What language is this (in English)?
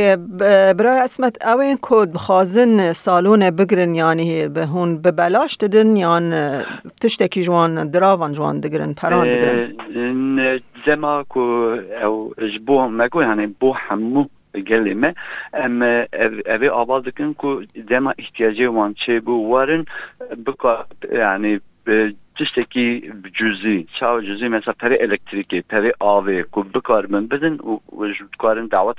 Kurdish